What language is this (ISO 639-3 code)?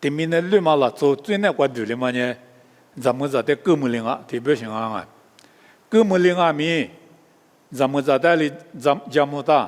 lis